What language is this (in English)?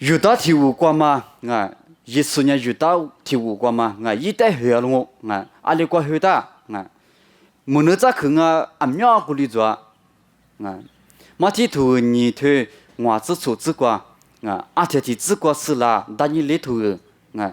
Lisu